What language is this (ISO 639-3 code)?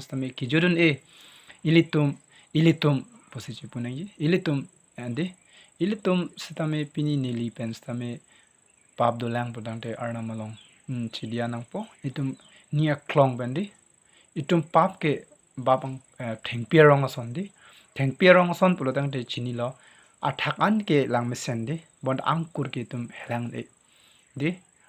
mjw